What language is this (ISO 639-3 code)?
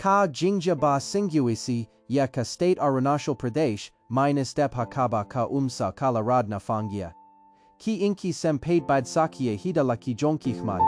kha